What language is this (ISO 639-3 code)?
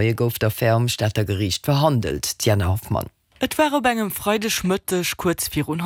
ltz